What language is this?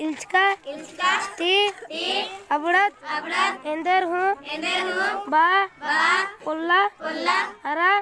Kurukh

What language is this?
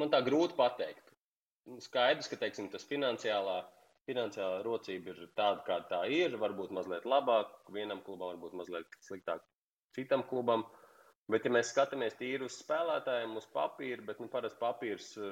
Latvian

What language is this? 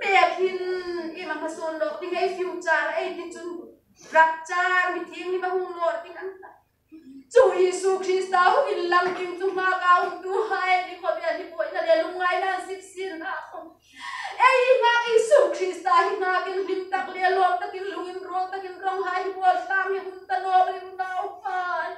Hmar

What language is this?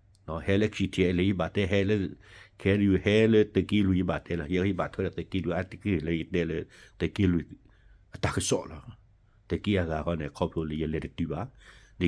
S'gaw Karen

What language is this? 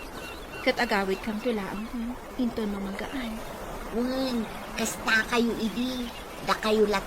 Iloko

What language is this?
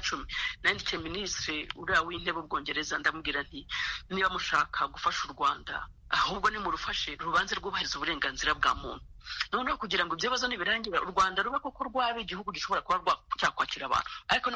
Kinyarwanda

